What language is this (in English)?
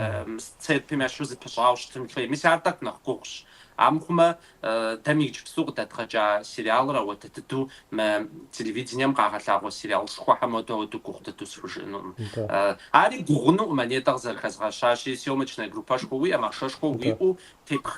Kabardian